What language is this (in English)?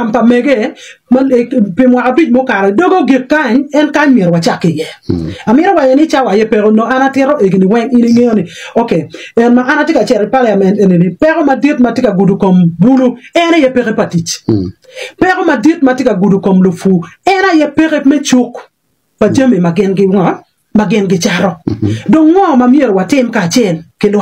Acoli